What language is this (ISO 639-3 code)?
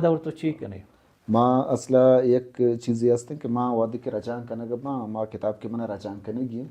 bal